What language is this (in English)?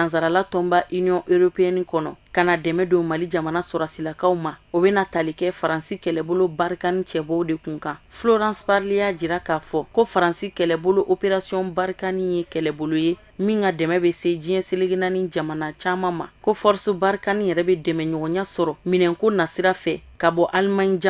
Bambara